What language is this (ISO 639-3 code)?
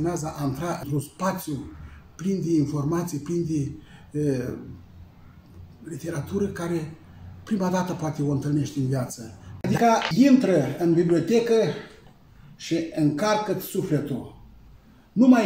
ron